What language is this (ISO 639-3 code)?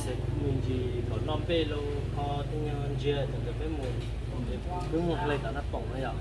hmn